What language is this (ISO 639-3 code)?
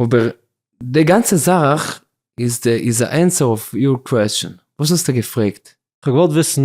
yid